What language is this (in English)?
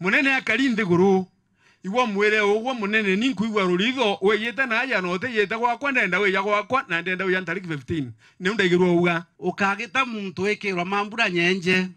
Meru